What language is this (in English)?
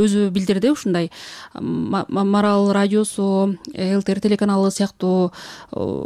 Kyrgyz